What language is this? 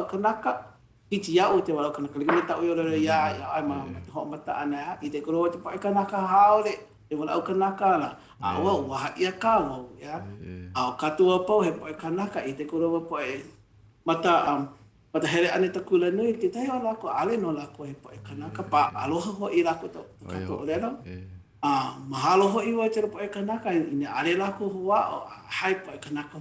Hawaiian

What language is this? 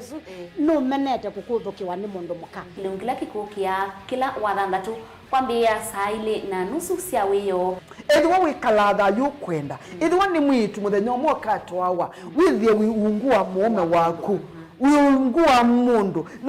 Kamba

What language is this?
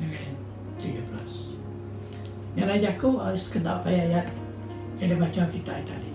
Iban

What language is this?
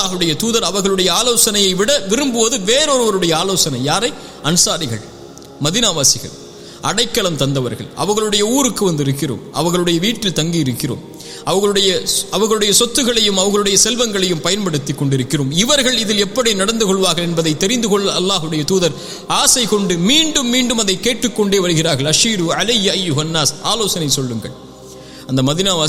Tamil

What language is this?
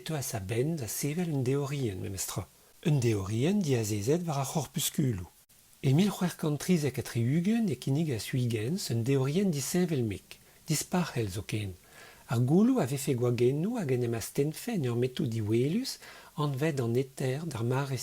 Breton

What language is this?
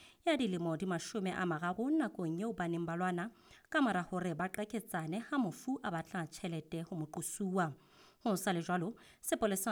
Southern Sotho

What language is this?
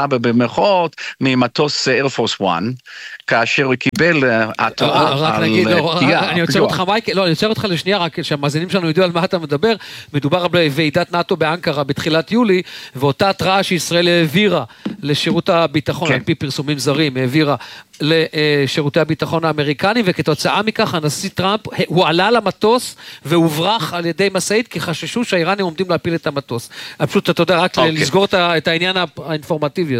Hebrew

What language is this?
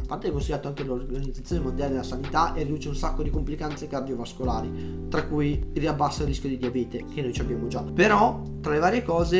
Italian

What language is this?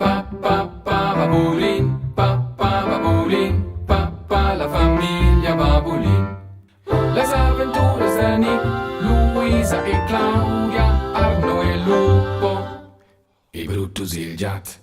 Romansh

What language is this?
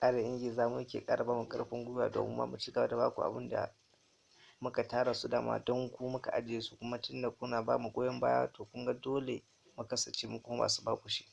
Hausa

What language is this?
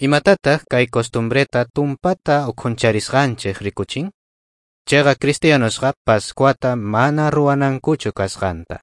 South Bolivian Quechua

